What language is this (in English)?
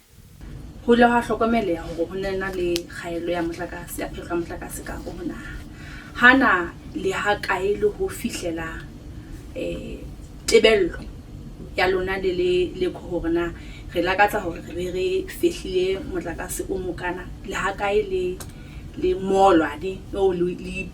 Southern Sotho